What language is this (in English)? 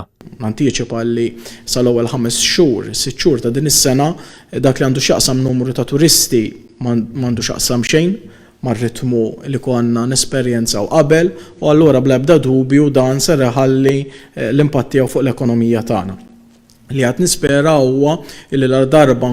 Maltese